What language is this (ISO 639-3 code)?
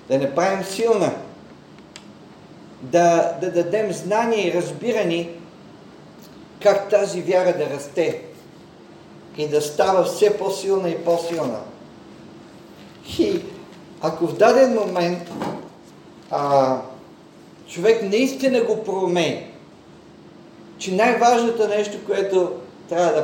bul